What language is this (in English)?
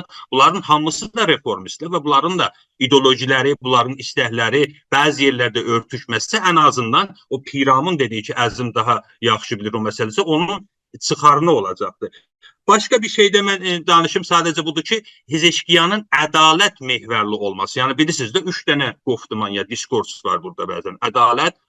South Azerbaijani